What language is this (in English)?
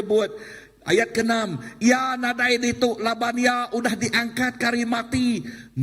Iban